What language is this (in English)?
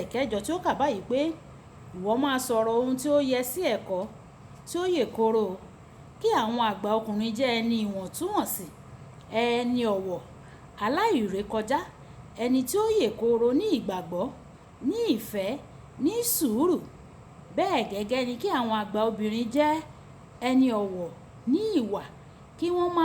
Yoruba